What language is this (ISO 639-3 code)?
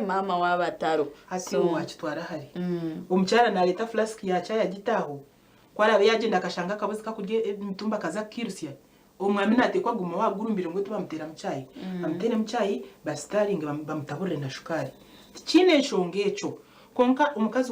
nyn